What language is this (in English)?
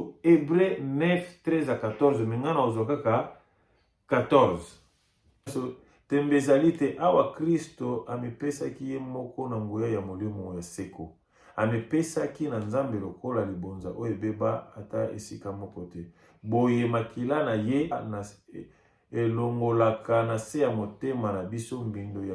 Lingala